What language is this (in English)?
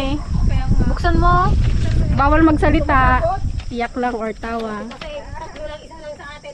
Filipino